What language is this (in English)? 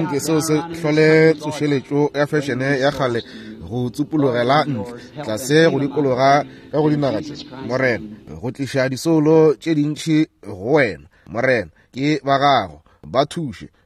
Northern Sotho